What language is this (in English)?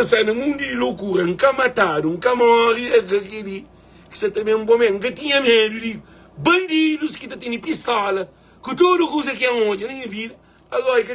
Kabuverdianu